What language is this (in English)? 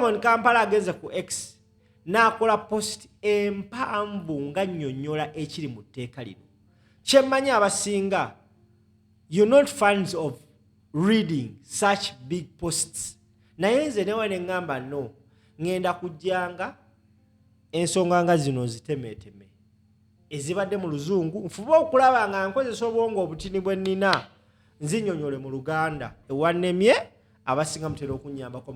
Ganda